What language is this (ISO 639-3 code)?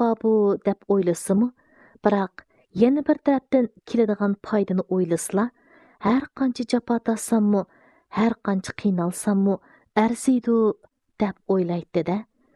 uig